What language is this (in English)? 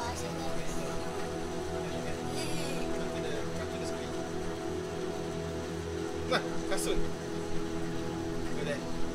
Malay